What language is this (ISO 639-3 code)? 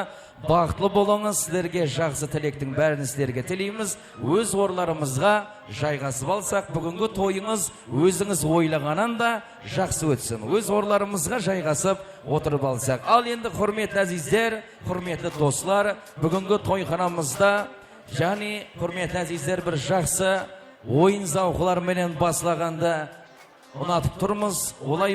kaa